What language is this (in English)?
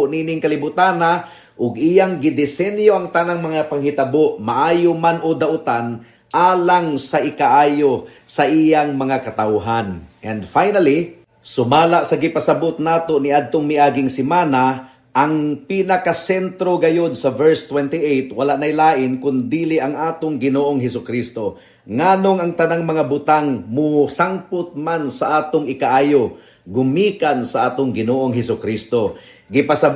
Cebuano